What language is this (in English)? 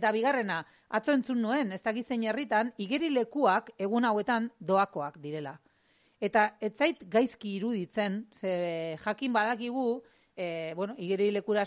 Basque